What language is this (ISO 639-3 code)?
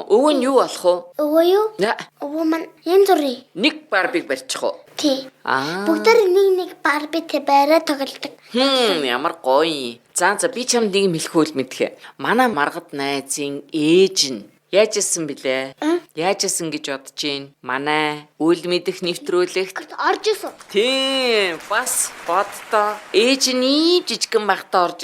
mon